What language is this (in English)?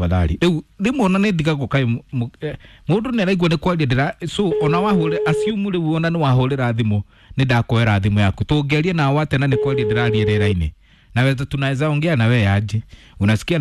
Kikuyu